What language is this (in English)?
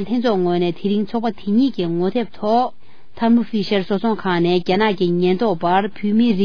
Tibetan